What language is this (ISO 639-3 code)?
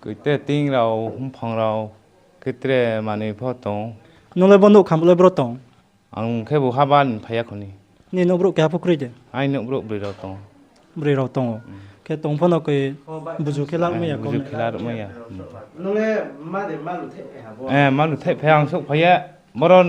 ria